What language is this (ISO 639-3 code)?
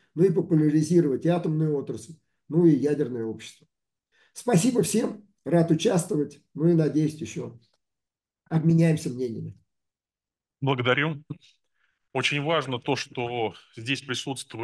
rus